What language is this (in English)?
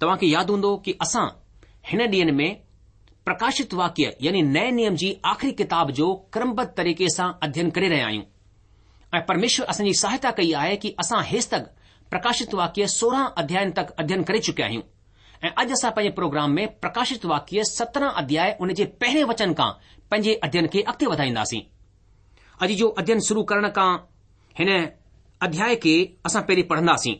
Sindhi